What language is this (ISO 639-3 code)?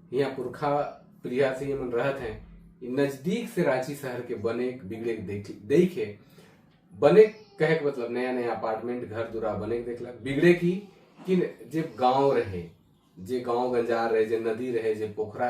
sck